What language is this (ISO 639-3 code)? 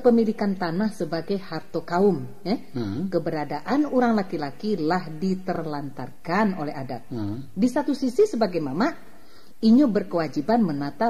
min